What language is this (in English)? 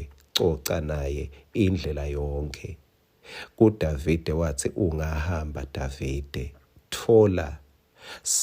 Swati